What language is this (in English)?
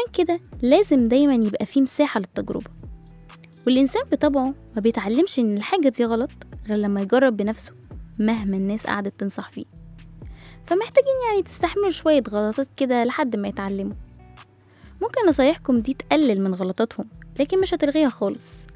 Egyptian Arabic